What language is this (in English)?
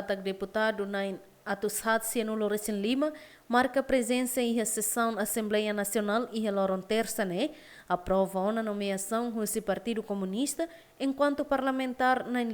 Tetum